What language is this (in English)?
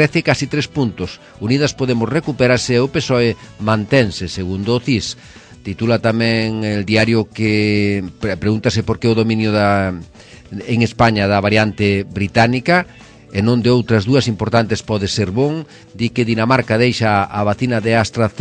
Galician